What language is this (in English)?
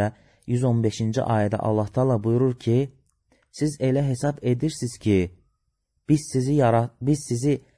Azerbaijani